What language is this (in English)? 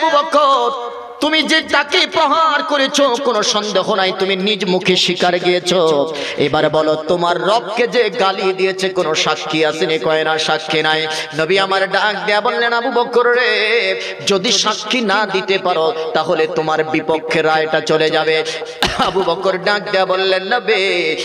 Bangla